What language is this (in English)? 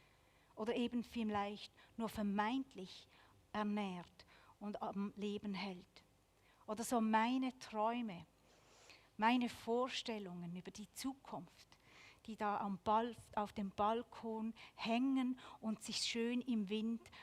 Swiss German